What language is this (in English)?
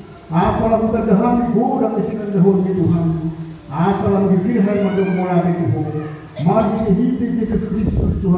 Batak Toba